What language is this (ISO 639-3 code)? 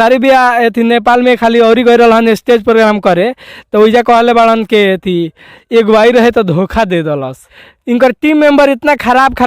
bho